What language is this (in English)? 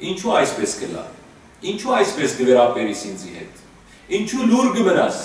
Western Armenian